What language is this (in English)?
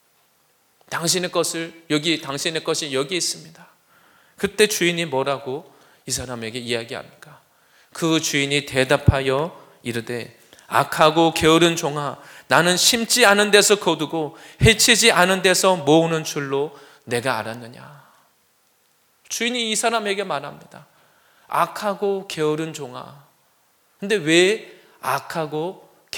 Korean